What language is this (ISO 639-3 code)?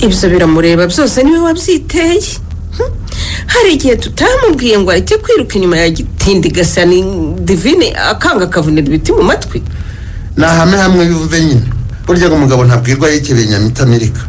kin